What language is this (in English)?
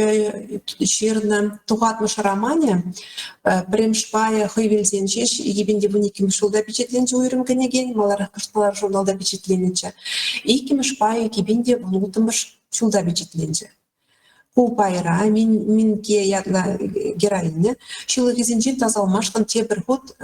Chuvash